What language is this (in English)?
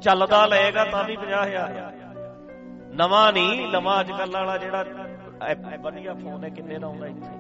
Punjabi